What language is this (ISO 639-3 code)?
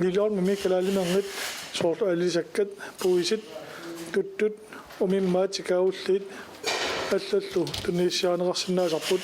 kal